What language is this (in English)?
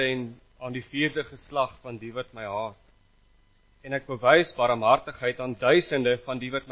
Afrikaans